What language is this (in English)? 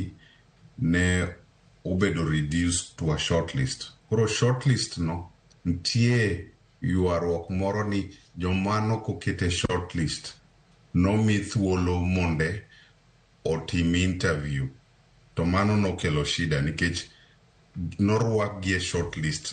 Luo (Kenya and Tanzania)